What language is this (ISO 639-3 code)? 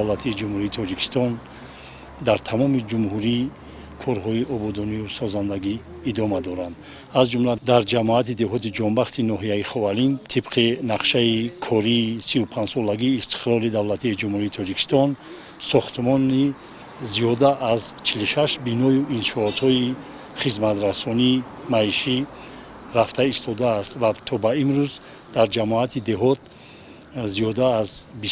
tgk